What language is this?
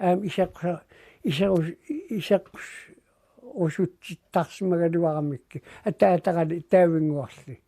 Kalaallisut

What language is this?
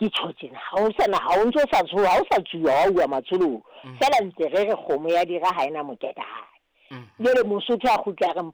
Southern Sotho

